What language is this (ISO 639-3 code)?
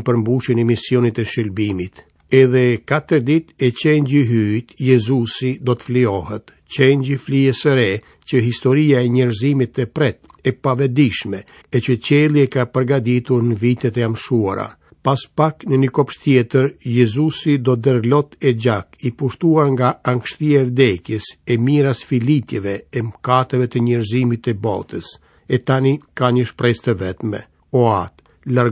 sqi